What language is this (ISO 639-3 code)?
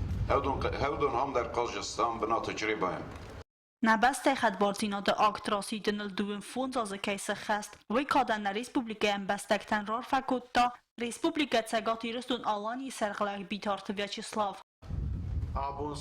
oss